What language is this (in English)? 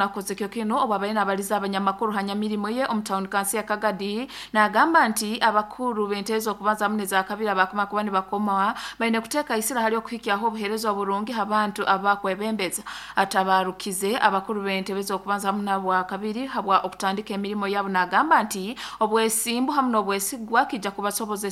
Nyoro